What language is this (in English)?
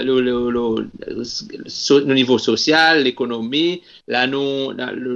Seselwa Creole French